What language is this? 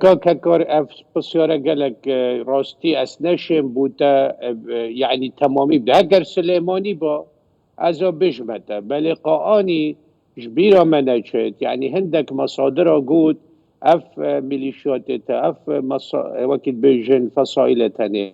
Kurdish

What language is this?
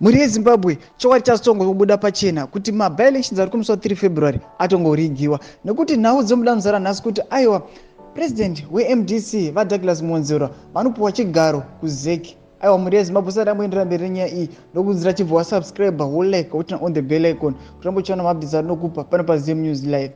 Shona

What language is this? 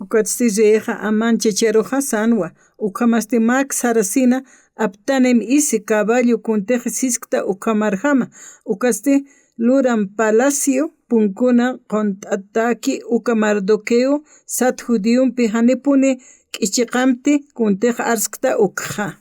Aymara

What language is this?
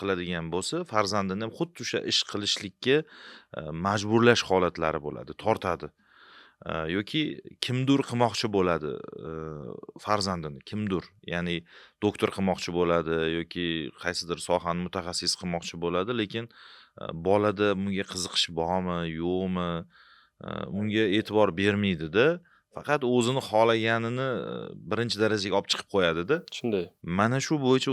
Uzbek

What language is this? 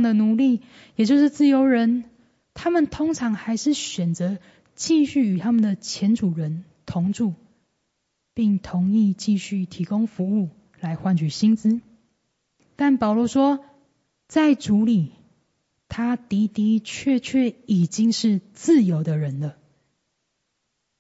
Chinese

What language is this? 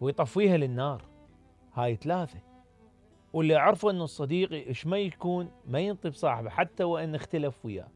Mesopotamian Arabic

